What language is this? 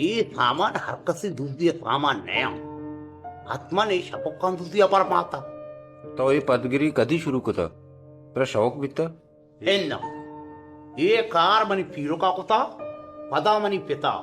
Baluchi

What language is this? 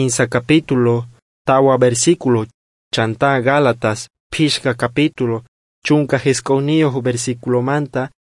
South Bolivian Quechua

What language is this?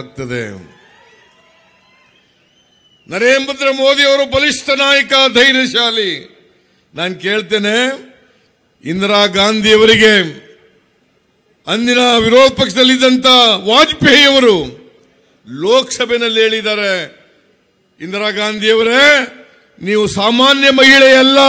Kannada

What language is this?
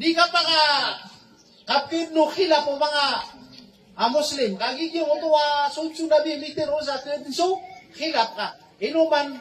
Maranao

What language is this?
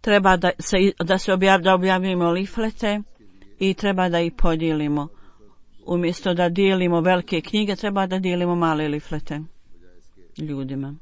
Bosnian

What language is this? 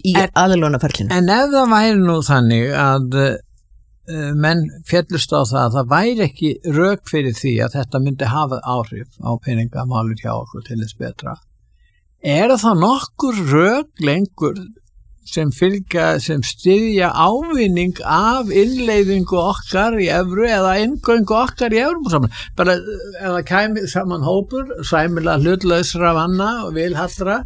Icelandic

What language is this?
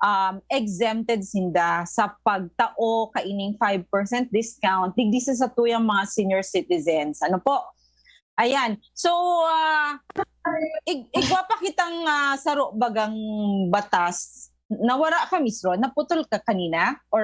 Bikol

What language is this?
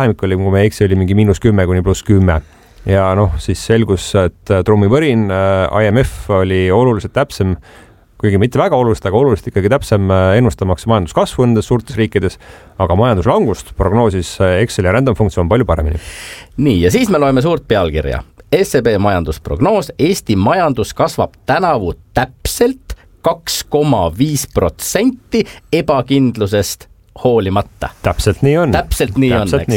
Estonian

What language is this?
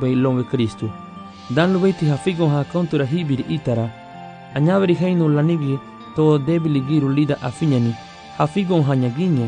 Garifuna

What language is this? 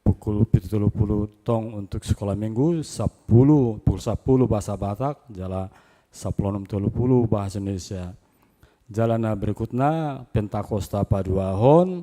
Batak Toba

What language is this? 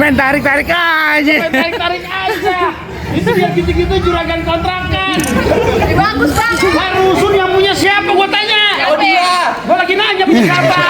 Betawi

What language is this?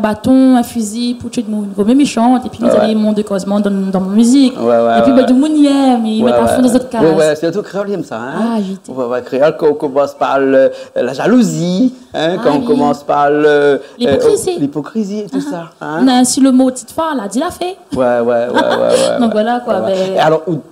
Réunion Creole French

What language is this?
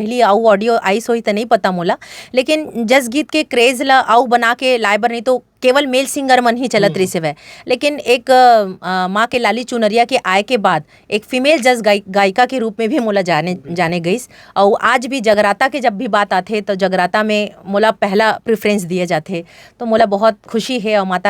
Chhattisgarhi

